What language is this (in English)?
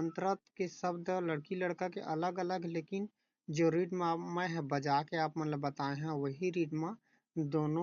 Chhattisgarhi